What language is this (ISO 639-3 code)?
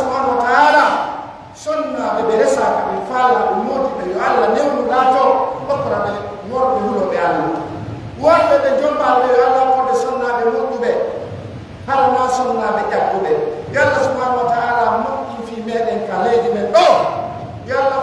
fuf